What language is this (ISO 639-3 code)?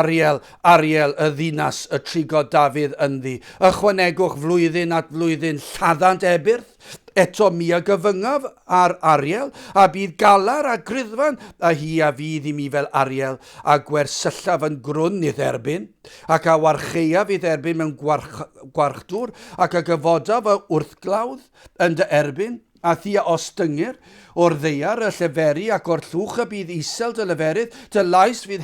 cym